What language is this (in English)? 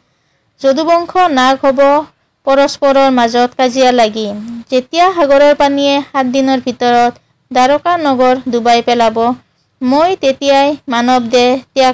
Assamese